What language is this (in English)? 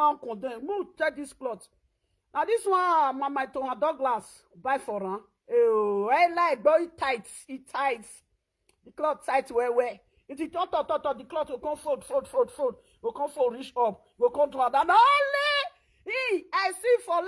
Nigerian Pidgin